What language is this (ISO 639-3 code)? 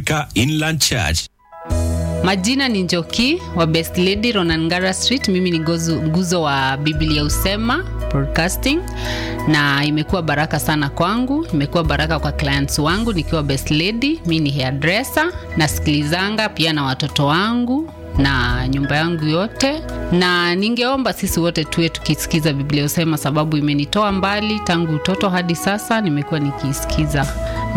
swa